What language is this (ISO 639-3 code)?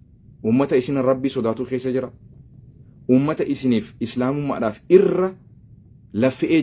orm